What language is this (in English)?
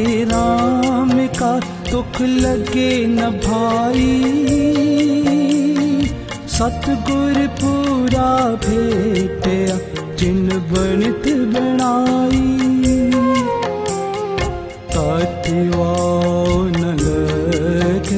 Hindi